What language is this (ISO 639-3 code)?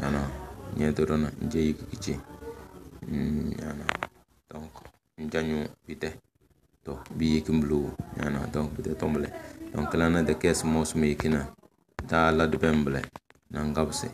kdh